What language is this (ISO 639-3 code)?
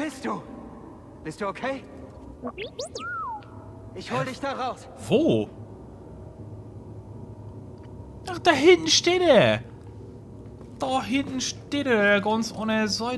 deu